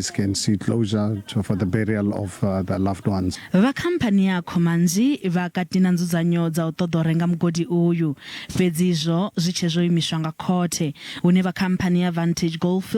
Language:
Venda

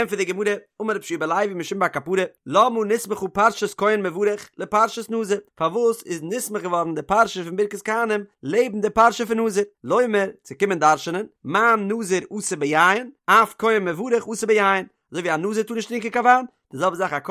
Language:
Yiddish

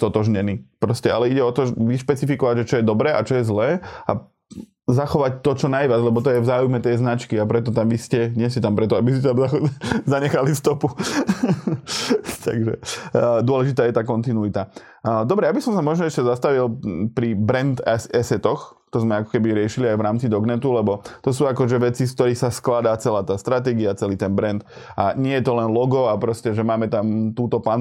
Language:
Slovak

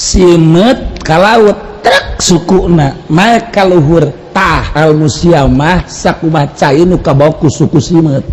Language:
Sundanese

